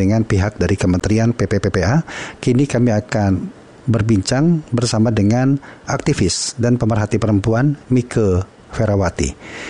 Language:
Indonesian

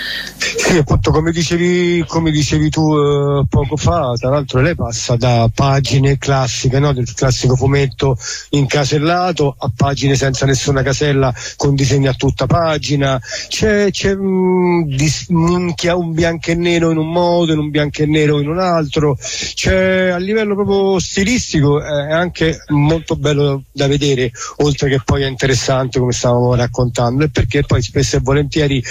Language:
Italian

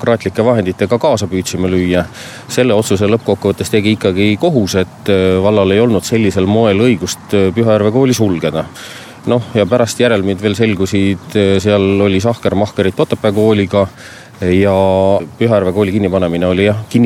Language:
Estonian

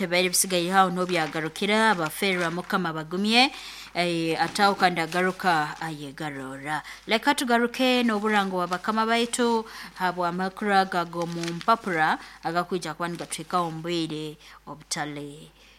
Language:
Nyoro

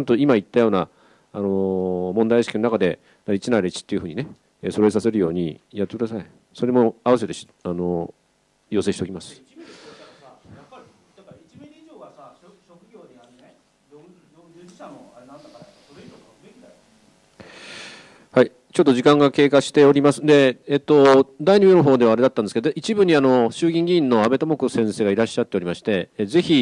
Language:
Japanese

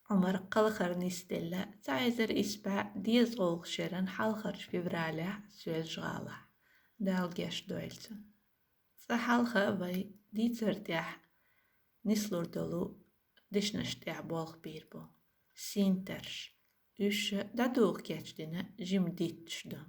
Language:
Chechen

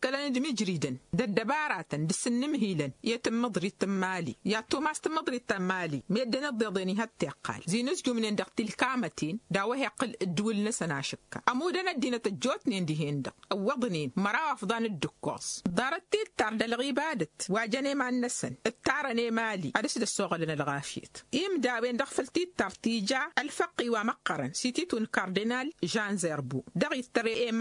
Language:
Tamasheq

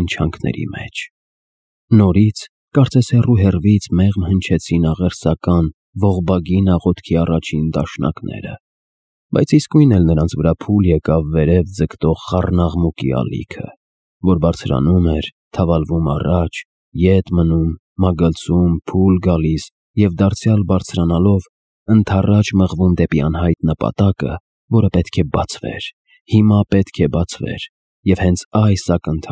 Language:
Armenian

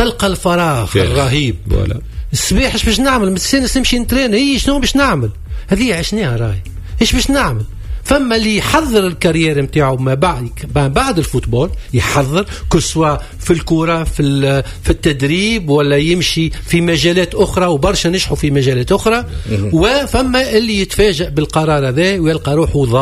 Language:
Tunisian Arabic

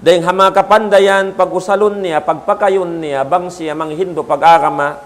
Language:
Tausug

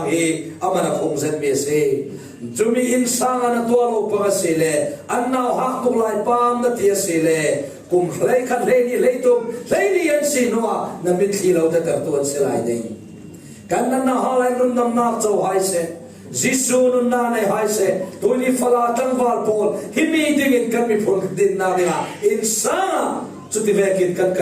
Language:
Falam Chin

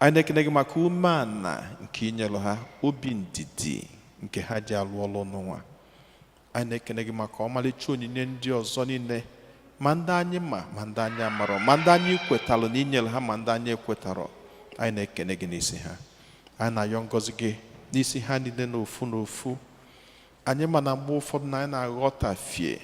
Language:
Igbo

